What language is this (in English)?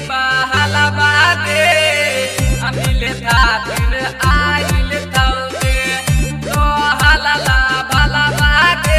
Maithili